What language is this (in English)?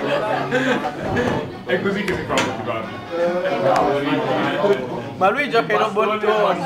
Italian